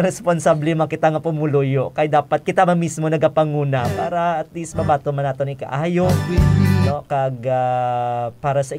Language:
Hiligaynon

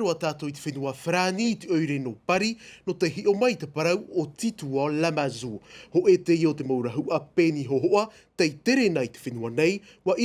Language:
Tahitian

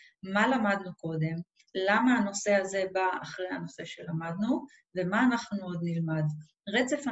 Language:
Hebrew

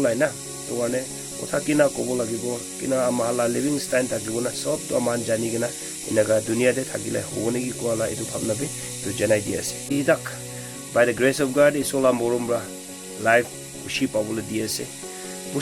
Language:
Naga Pidgin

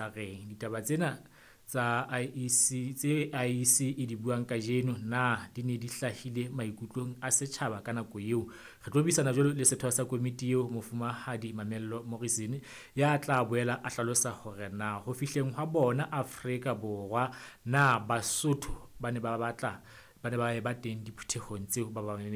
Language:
Southern Sotho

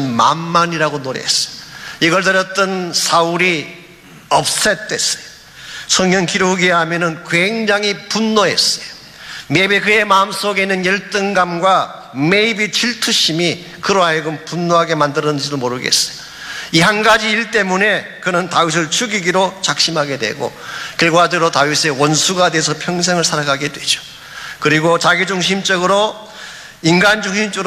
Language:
Korean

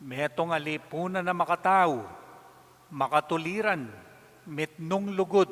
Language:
Pampanga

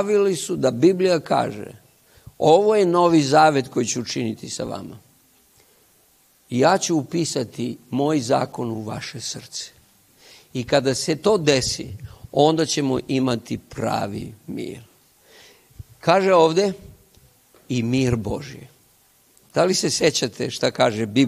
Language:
Serbian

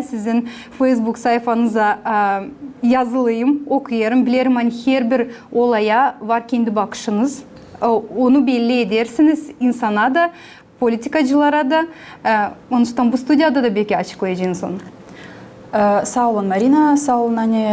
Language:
Gagauz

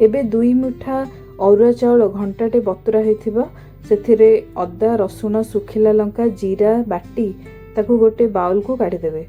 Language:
Odia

